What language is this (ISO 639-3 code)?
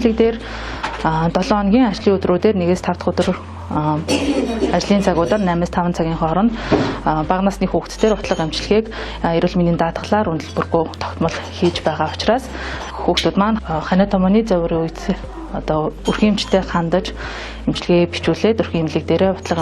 mon